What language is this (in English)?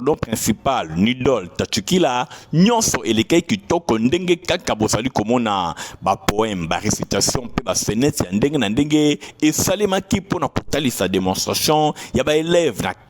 Lingala